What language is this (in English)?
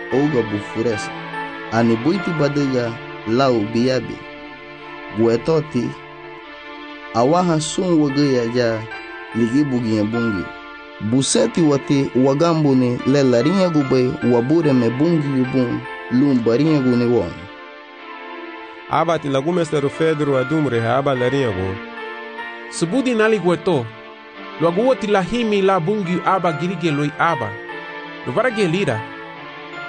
Garifuna